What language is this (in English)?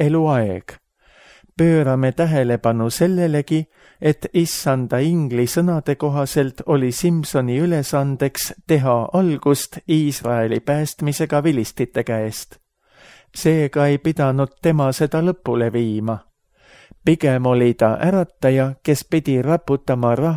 Estonian